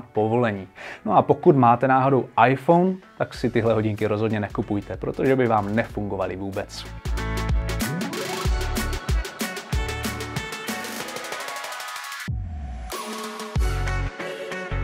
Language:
Czech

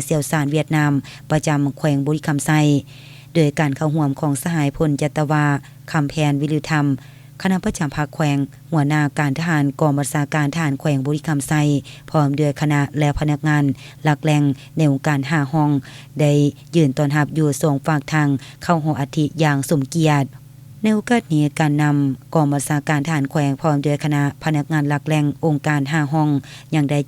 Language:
Lao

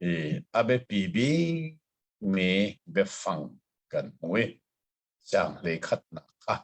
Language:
Hakha Chin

